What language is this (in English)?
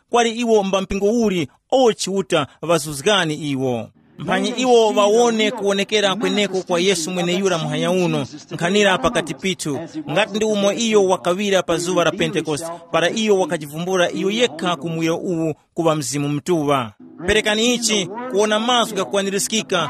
Tumbuka